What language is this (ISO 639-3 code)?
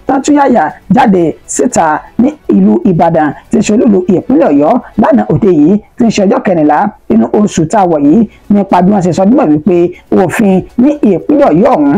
yor